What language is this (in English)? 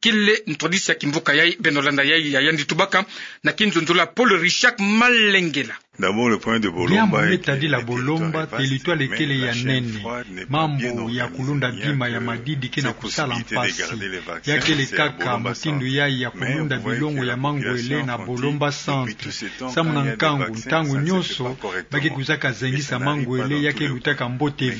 Kituba (Democratic Republic of Congo)